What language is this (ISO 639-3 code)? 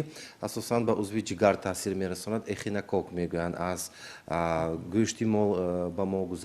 tgk